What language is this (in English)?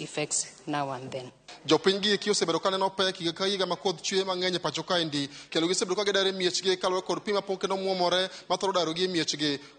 Luo (Kenya and Tanzania)